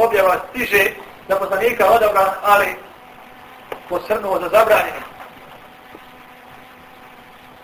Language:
Bosnian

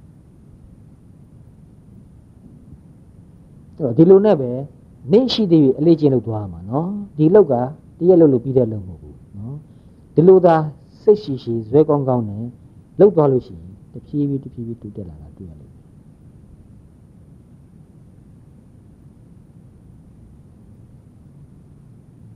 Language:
Burmese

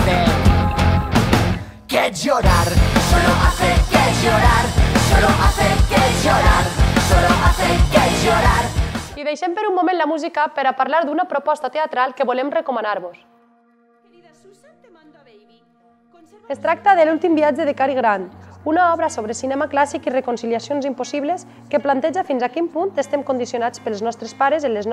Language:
Catalan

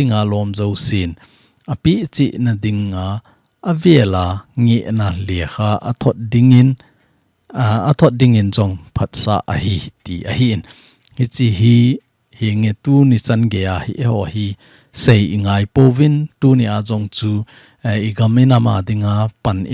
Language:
Thado Chin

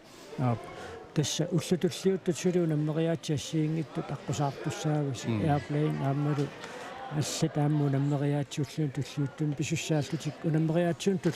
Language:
Kalaallisut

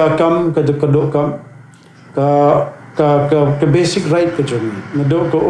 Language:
Khasi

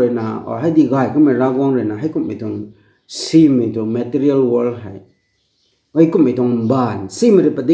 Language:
Rongmei Naga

